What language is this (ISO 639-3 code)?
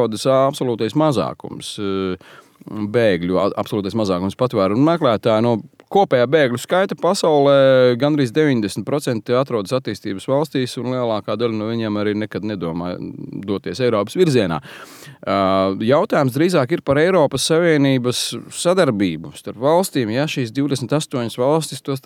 lav